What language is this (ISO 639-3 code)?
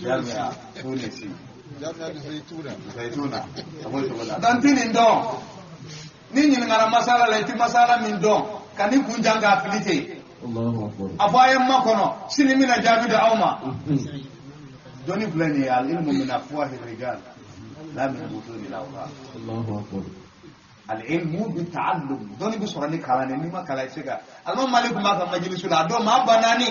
bam